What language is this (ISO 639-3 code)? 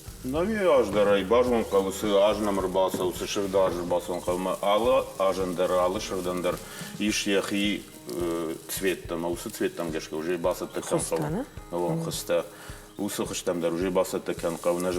oss